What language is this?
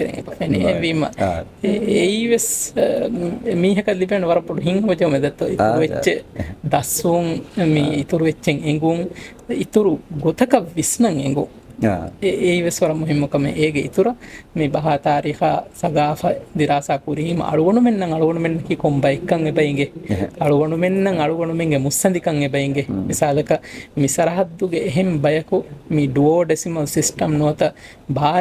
Divehi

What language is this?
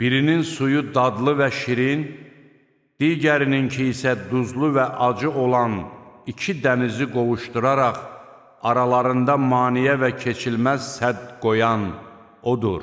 Azerbaijani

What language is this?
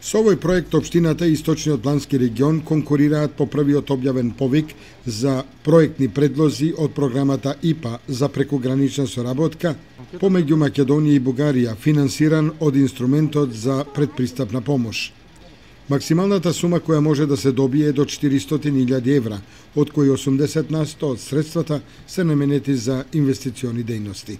Macedonian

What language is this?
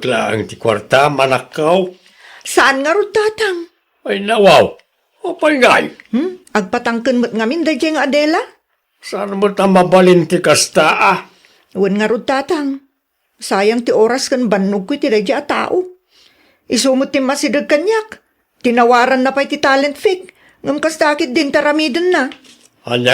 Iloko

